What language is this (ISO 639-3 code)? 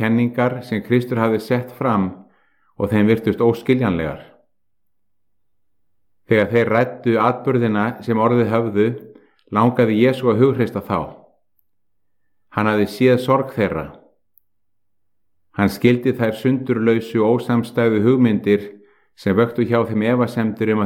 isl